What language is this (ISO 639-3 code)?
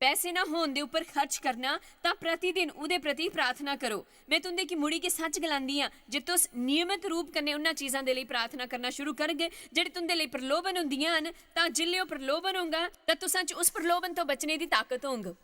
doi